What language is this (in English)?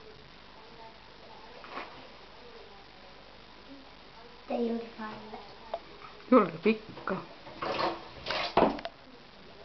Estonian